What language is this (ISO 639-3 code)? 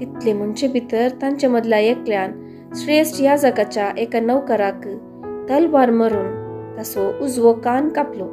kok